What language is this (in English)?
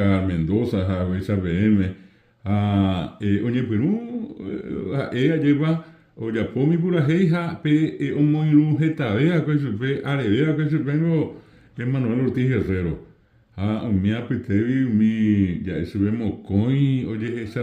Guarani